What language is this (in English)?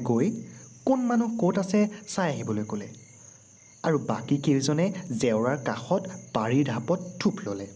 Assamese